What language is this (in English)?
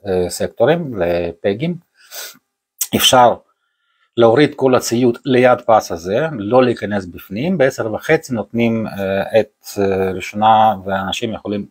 Hebrew